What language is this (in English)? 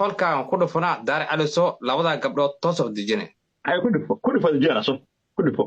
Somali